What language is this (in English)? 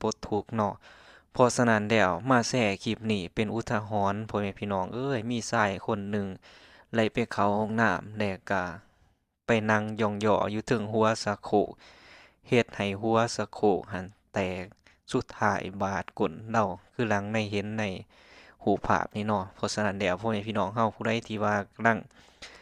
Lao